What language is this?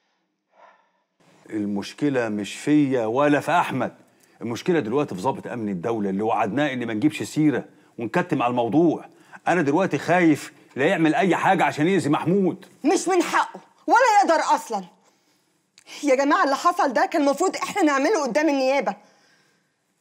Egyptian Arabic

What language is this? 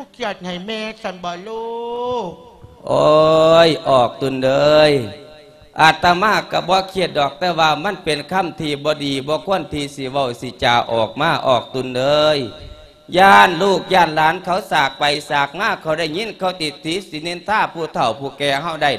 Lao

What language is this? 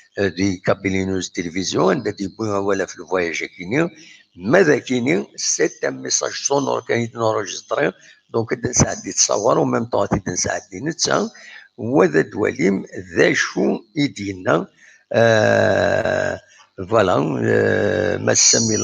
Kabyle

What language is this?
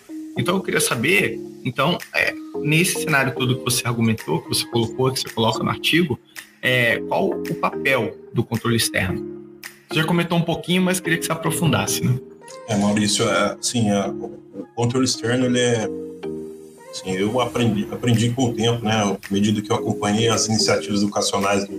Portuguese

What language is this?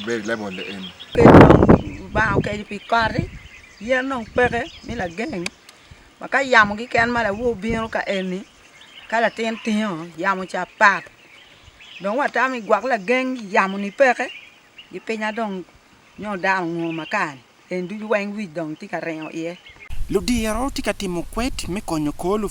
Acoli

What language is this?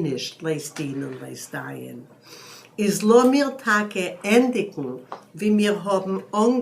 Yiddish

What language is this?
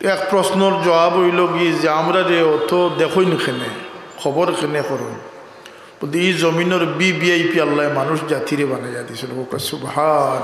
Sylheti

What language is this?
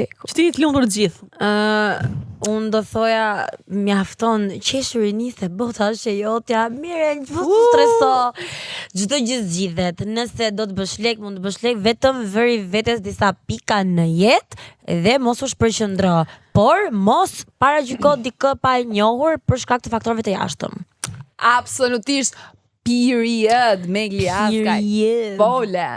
Albanian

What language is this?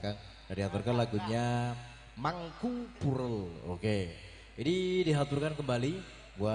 Indonesian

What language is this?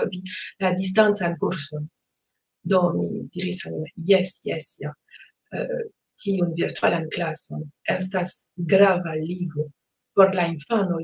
Esperanto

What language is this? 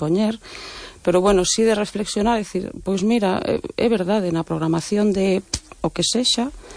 Galician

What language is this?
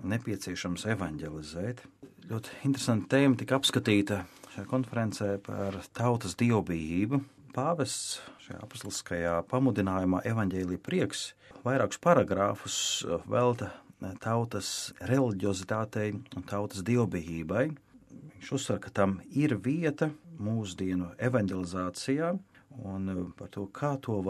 Latvian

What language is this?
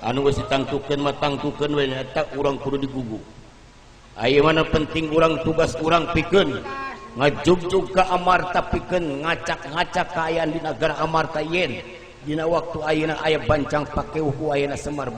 Sundanese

